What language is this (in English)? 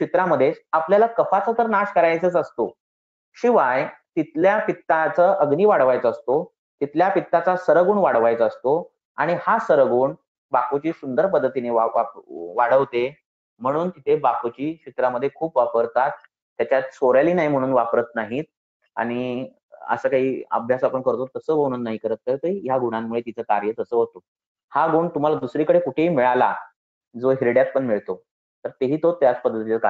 Marathi